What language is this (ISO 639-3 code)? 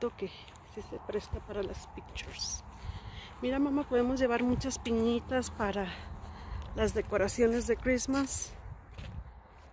spa